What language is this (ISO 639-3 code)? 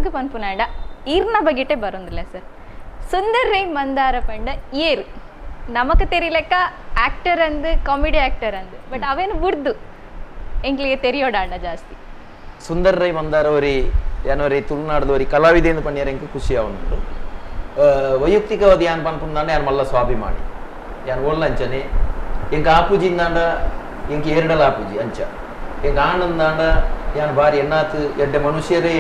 tcy